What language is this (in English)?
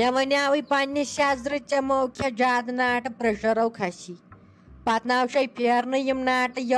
Kashmiri